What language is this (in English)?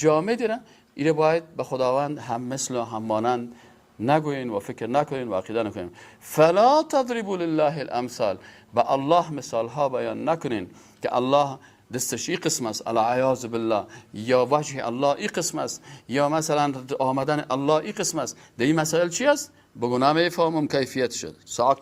Persian